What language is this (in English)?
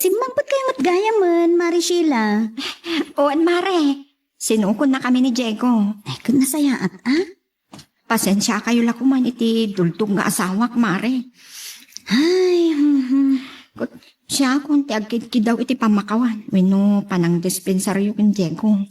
Iloko